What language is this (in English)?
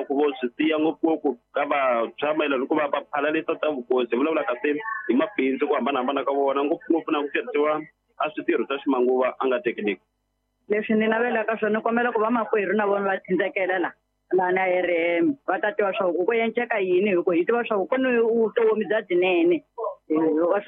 Tsonga